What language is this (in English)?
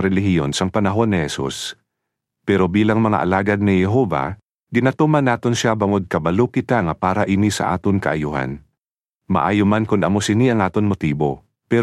Hiligaynon